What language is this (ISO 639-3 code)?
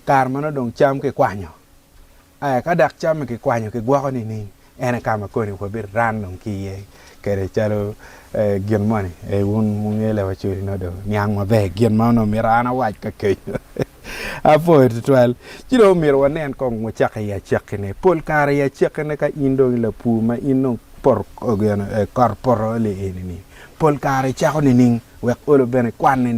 ach